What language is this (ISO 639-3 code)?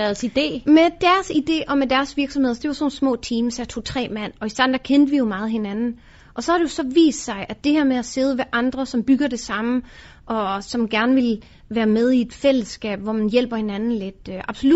dan